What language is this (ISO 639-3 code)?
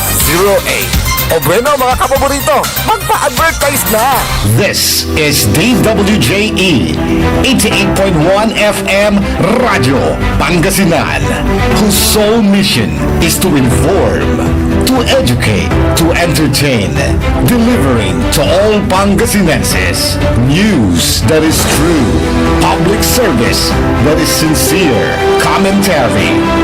pag